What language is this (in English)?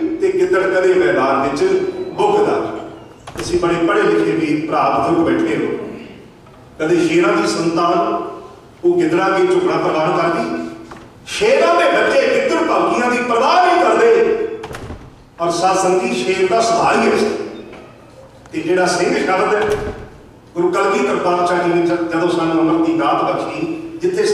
Punjabi